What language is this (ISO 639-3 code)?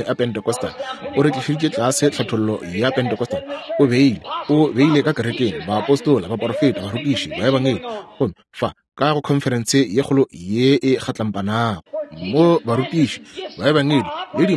nso